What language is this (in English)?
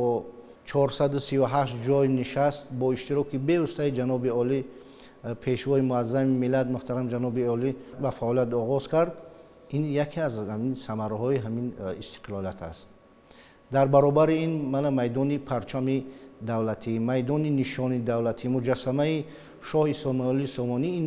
Tajik